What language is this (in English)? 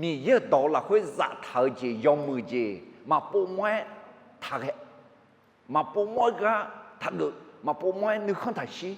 Akha